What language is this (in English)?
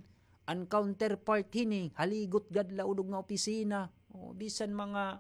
Waray